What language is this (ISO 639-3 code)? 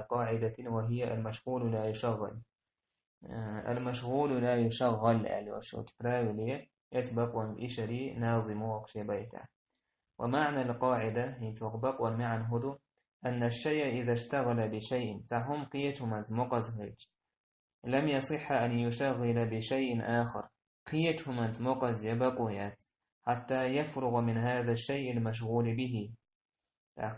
che